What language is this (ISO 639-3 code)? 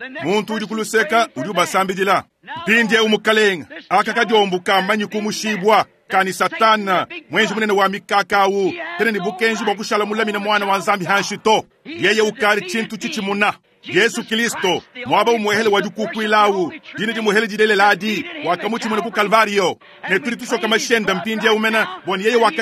lua